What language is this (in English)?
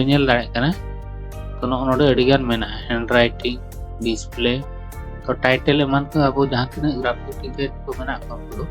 Santali